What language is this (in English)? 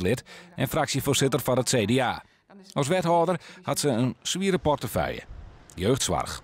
Western Frisian